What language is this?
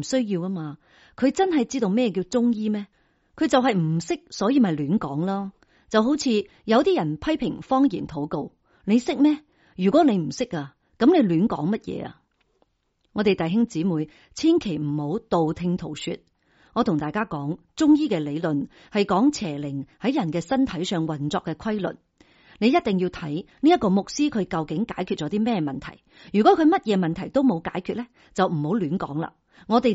Cantonese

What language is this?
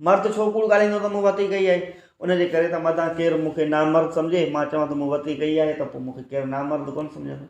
Sindhi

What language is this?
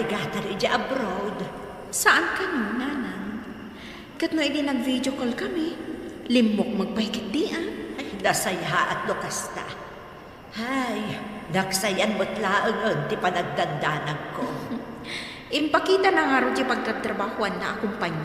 Iloko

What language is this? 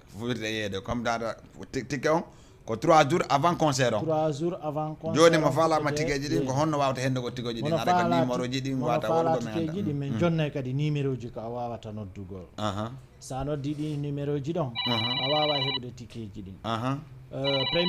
Fula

